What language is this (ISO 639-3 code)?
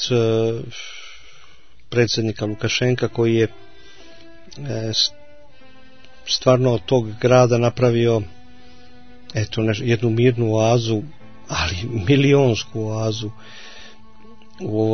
hrv